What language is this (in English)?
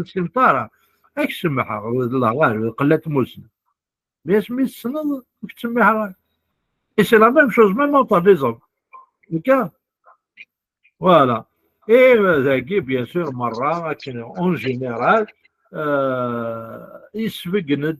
Kabyle